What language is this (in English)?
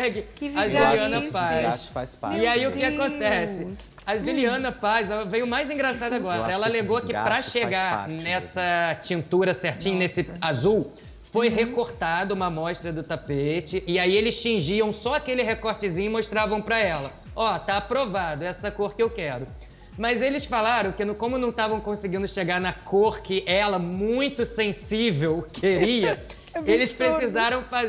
Portuguese